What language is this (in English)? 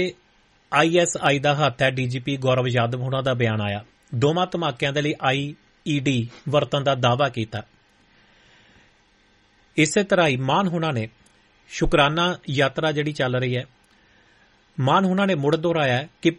Punjabi